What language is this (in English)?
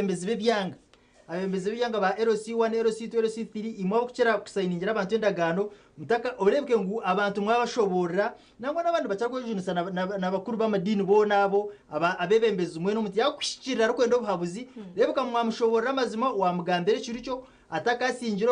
Nyankole